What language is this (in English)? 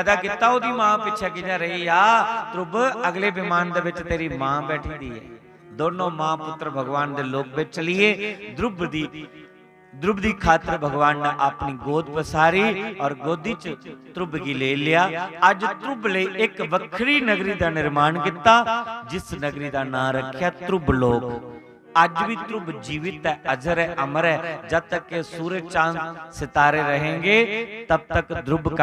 Dogri